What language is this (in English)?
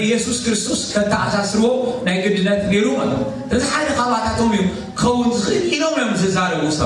Tigrinya